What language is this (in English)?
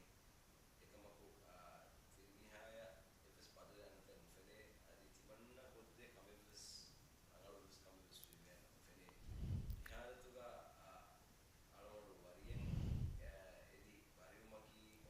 Divehi